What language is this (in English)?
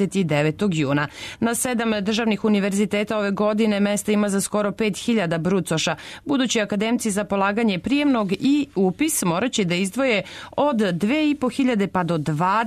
Serbian